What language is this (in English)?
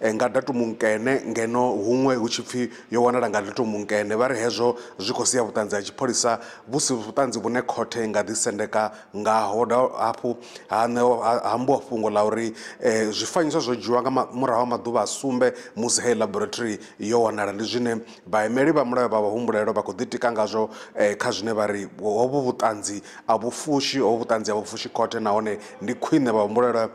Venda